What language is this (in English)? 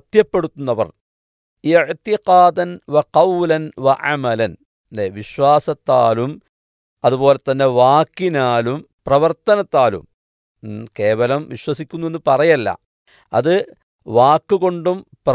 Malayalam